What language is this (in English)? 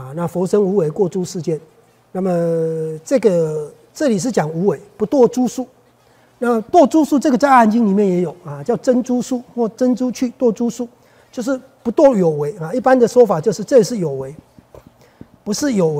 Chinese